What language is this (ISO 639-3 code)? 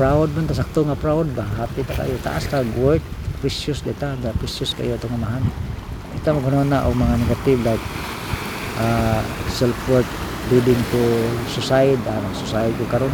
ceb